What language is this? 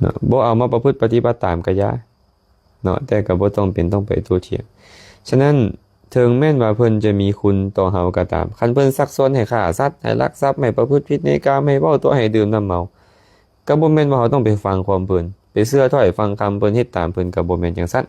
Lao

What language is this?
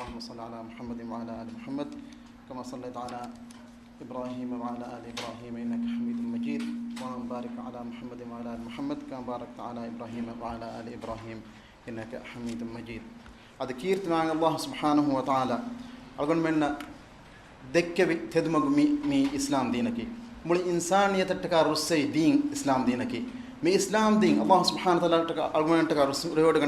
Divehi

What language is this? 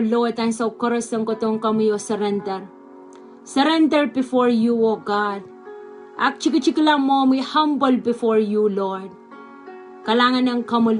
Pohnpeian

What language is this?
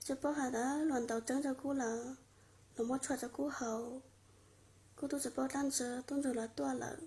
Hmong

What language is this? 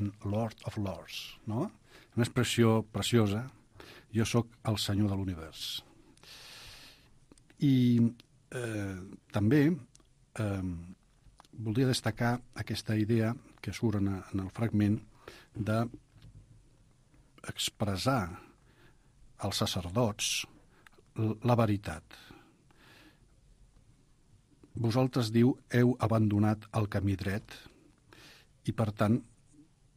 Catalan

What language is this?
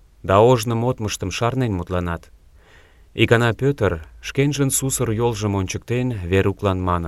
Mari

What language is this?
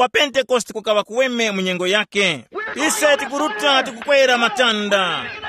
Tumbuka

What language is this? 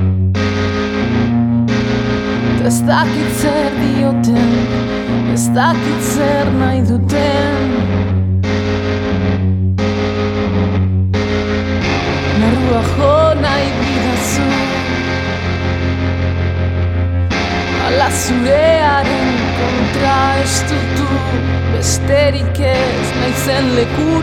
Basque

